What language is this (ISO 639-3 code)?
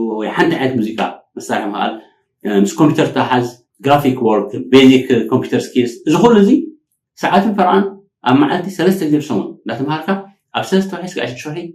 tir